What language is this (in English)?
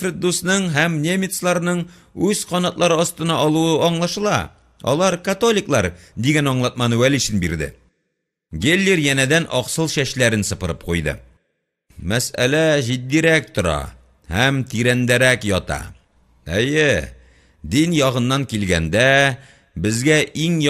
Tatar